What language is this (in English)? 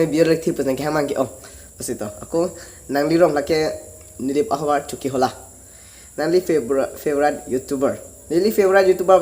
Karbi